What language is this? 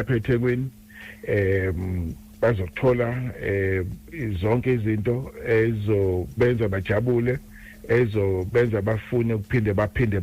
Zulu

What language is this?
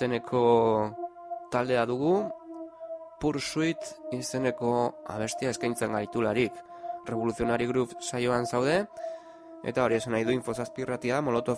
Basque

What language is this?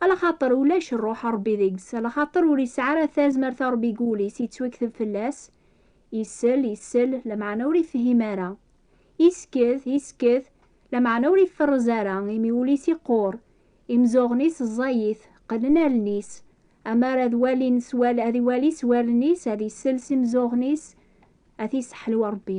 Kabyle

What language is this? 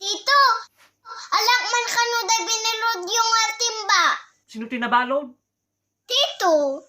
Iloko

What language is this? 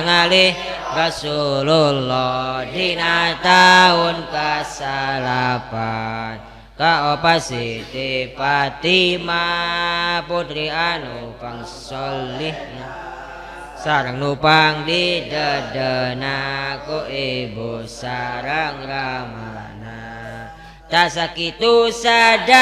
Sundanese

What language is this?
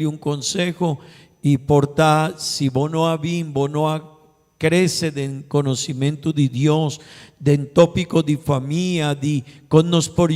Papiamento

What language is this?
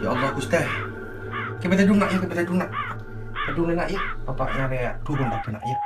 Madurese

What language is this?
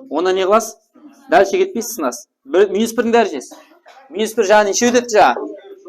Kara-Kalpak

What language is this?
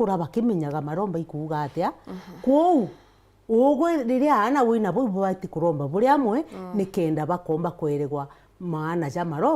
Meru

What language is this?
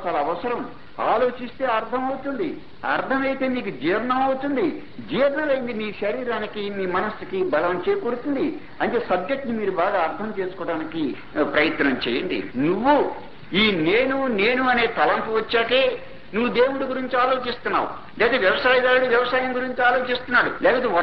Telugu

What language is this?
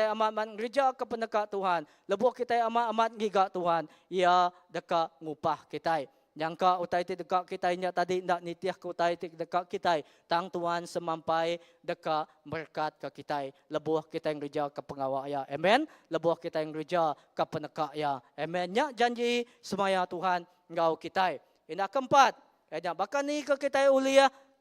Iban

